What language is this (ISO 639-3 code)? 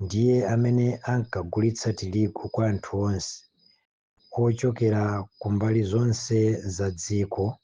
nya